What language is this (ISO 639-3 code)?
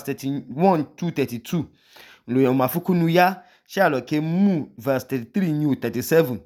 idu